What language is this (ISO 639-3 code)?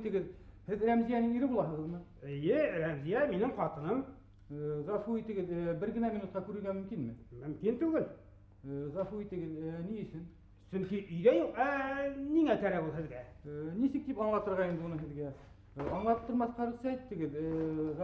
bak